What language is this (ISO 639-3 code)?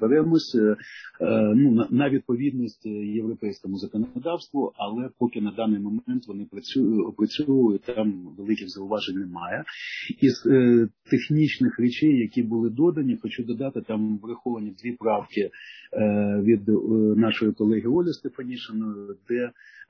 ukr